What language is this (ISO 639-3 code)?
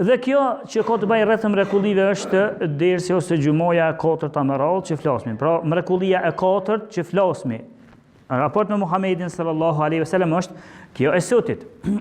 sqi